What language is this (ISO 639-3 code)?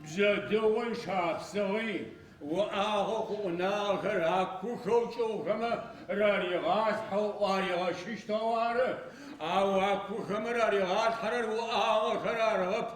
ady